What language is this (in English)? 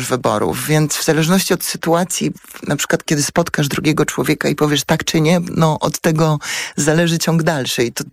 Polish